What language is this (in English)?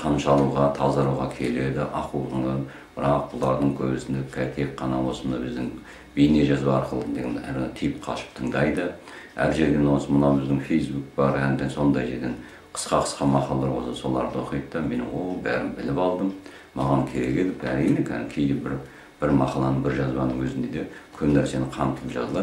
Kazakh